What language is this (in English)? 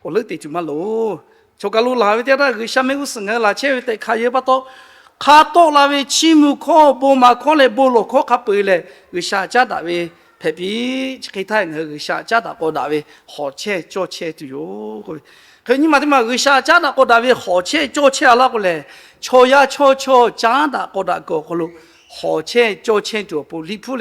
Lahu